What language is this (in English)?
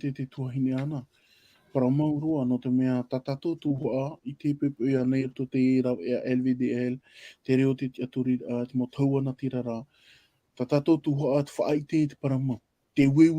Tahitian